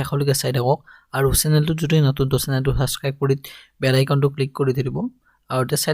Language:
Assamese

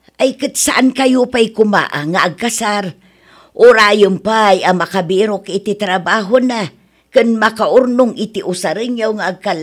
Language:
Iloko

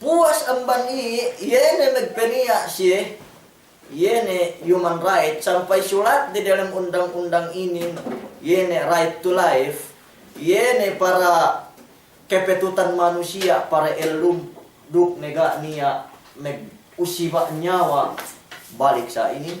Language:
Yakan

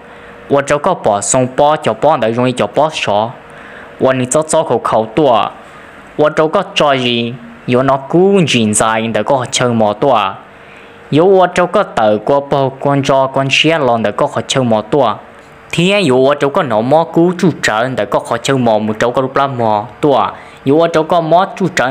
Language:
Hmong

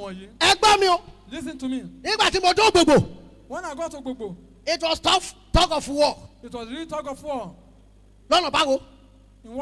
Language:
Yoruba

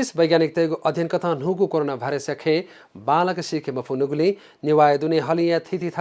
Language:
Newari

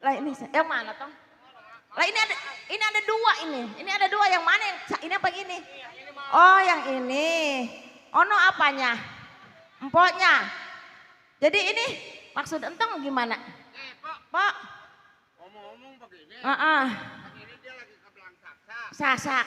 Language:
Betawi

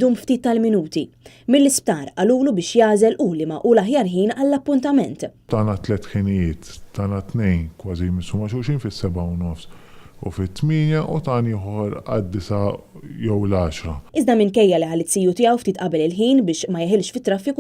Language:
Maltese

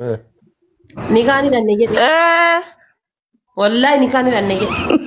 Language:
Oromo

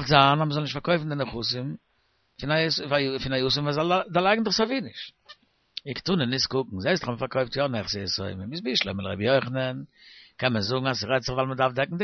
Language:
Yiddish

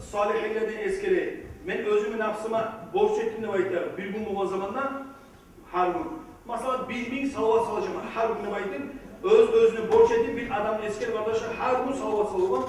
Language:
Kumyk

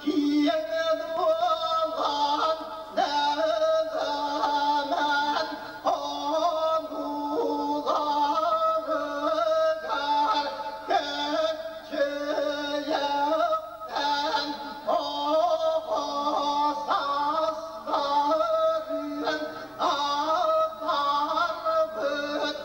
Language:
Yakut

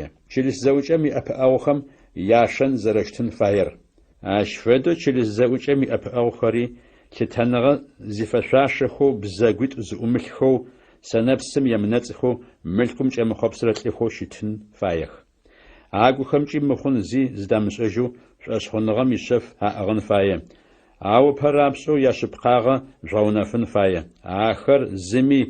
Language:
Adyghe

